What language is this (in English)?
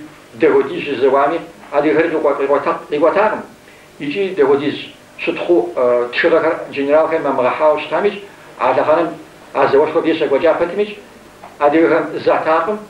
Kabardian